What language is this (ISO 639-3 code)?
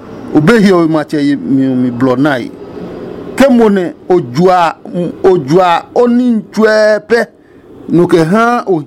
ada